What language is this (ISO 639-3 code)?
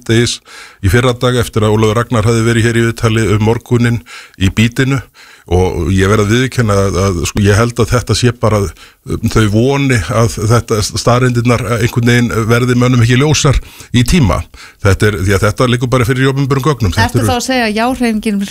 isl